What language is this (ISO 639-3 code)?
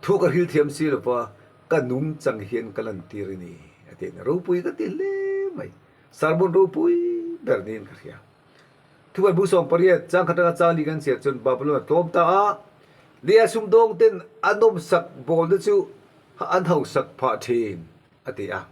lus